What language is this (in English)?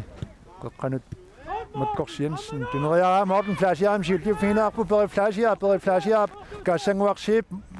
Kalaallisut